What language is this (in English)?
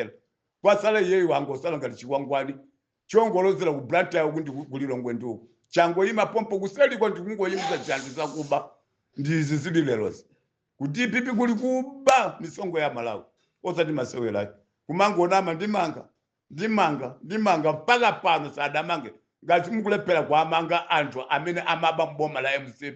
Nyanja